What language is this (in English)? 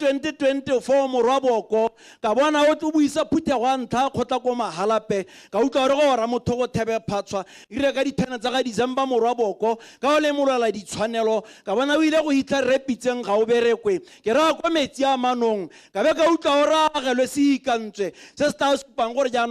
Tswana